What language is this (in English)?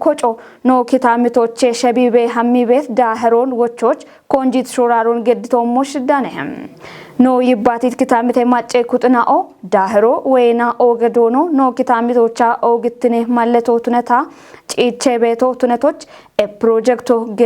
Kafa